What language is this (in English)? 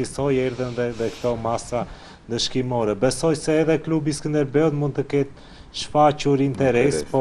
Albanian